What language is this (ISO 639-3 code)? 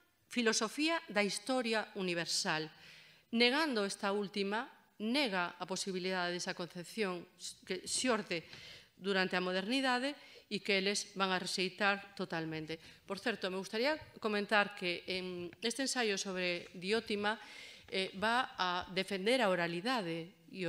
glg